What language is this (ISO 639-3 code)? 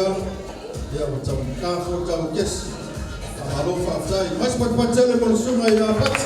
smo